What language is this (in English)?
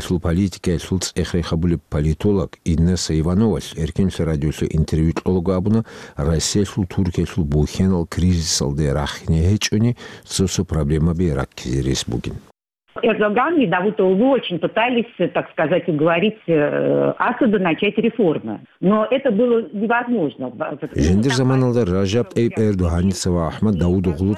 Avaric